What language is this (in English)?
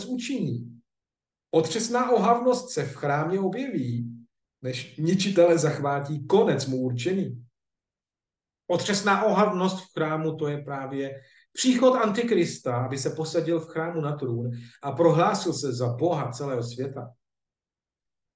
Czech